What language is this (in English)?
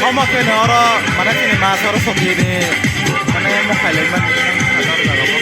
Kok Borok